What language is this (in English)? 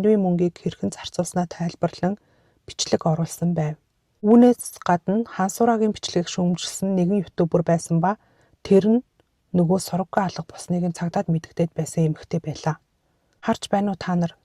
Mongolian